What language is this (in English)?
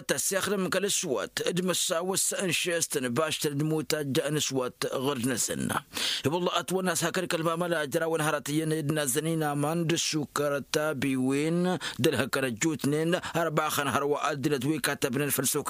Tamasheq